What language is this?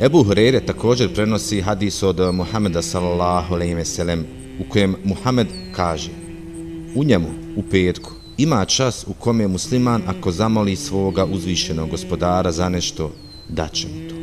Bosnian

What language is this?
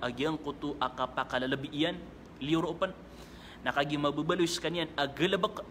Maranao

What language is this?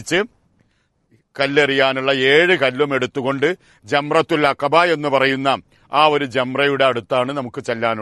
Malayalam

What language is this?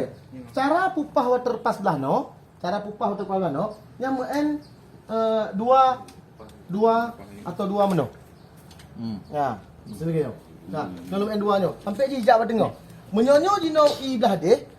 Achinese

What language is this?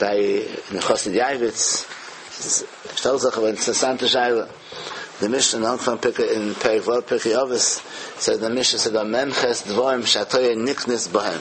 Yiddish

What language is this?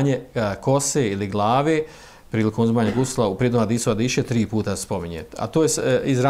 Bosnian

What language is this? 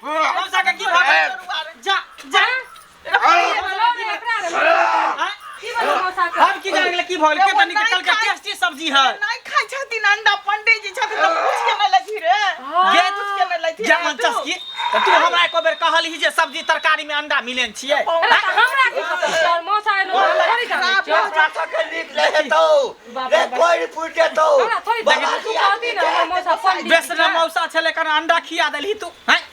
Maithili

